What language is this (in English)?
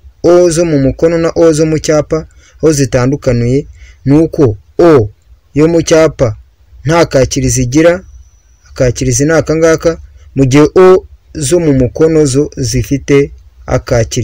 Kinyarwanda